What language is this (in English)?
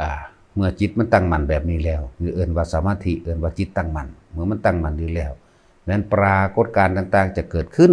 Northeastern Thai